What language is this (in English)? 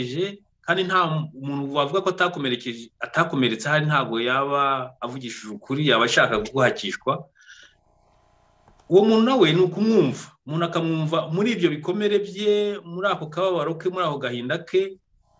Kinyarwanda